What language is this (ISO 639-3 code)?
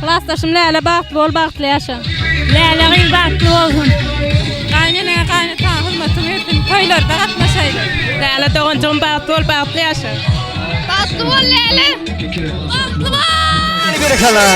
tuk